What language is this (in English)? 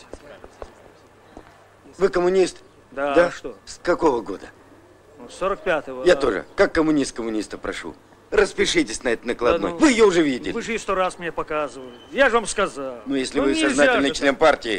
Russian